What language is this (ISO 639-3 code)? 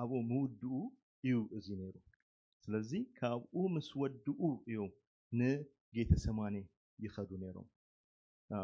tir